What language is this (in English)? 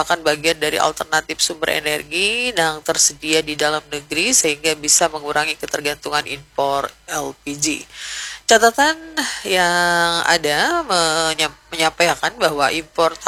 Indonesian